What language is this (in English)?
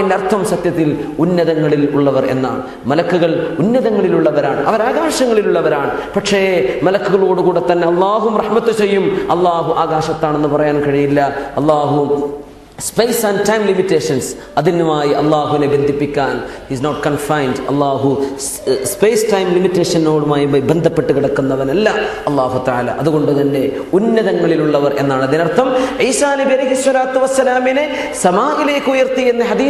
Malayalam